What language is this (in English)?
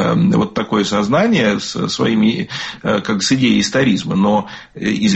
Russian